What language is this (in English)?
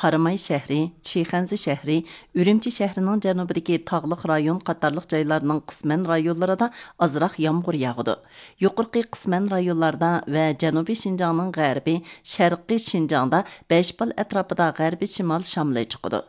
Uyghur